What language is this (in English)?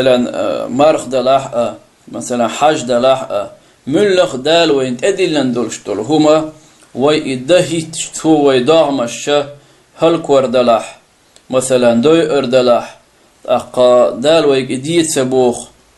Chechen